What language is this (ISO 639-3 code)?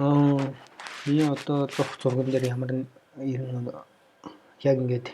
mon